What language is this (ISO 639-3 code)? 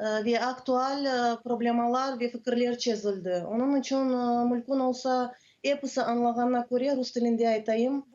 crh